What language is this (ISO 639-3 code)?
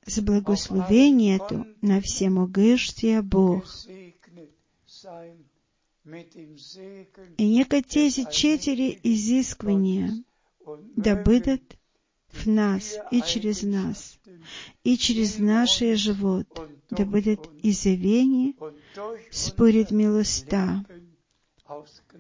bul